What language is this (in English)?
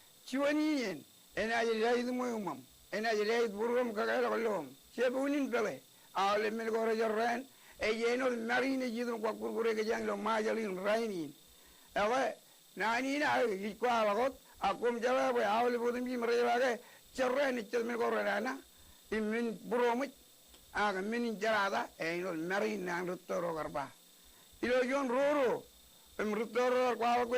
Marshallese